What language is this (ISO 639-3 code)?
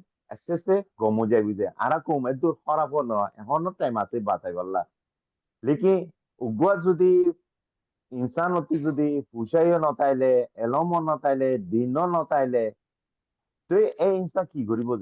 rhg